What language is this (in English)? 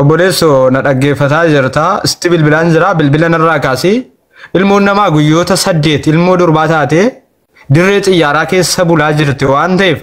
Oromo